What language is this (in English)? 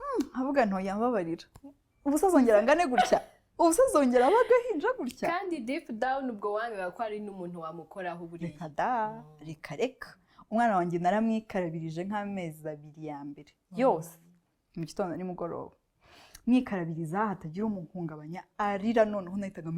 Kinyarwanda